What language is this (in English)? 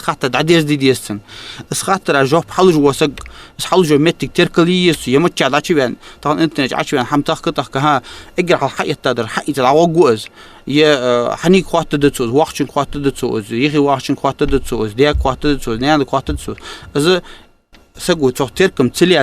Ingush